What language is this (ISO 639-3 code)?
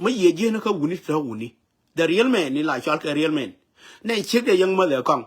nus